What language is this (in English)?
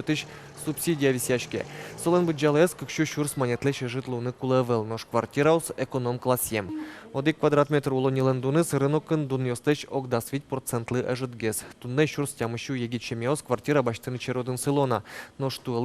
Udmurt